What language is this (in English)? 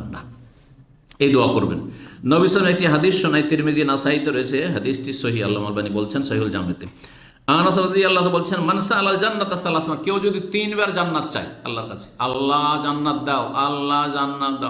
Bangla